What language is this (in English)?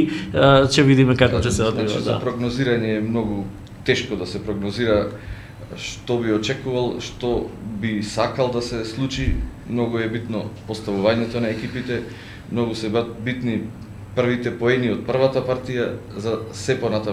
Macedonian